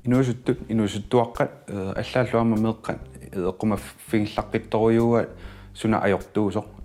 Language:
Kalaallisut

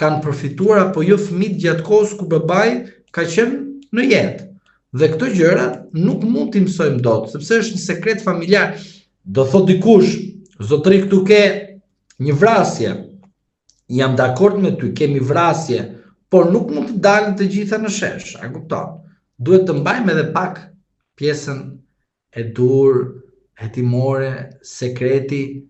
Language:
Albanian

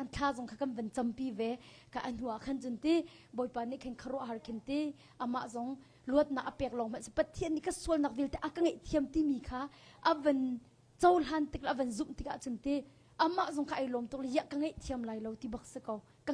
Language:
Hakha Chin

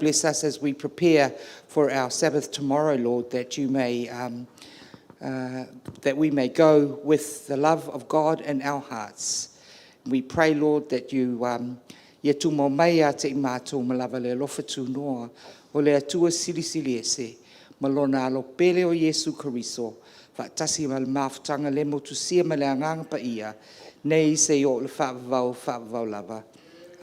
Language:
Samoan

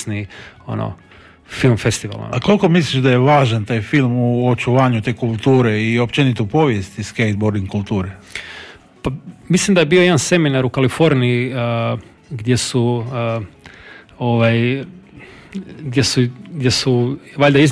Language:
Croatian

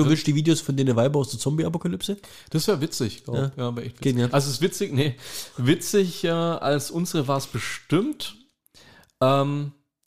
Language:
German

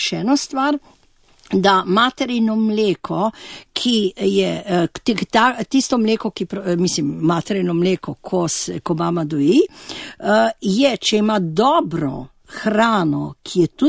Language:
Slovenian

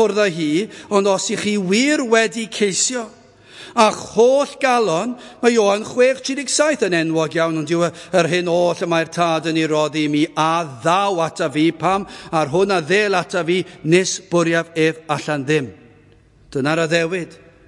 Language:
Welsh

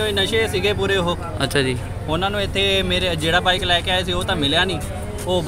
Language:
Punjabi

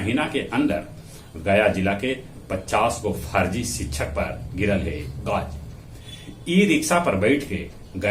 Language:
Magahi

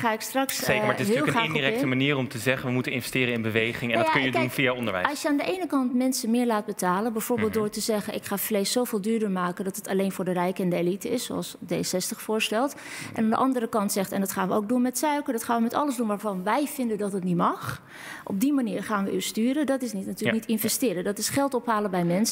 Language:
Dutch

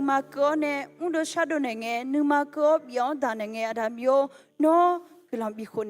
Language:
Akha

